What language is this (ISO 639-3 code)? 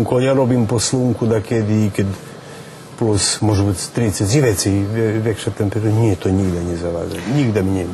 rue